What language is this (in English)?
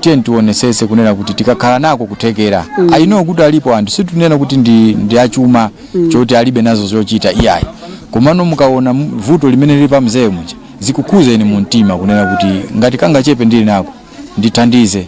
Nyanja